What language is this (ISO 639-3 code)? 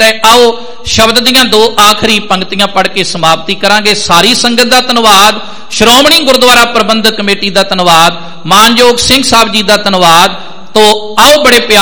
pan